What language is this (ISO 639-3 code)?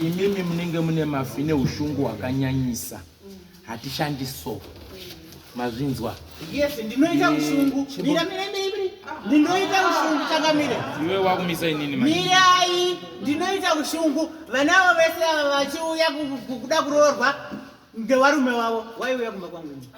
sna